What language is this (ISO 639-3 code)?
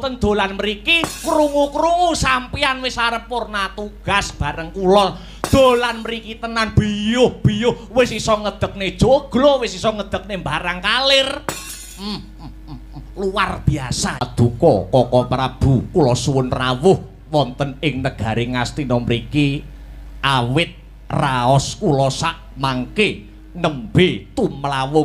jav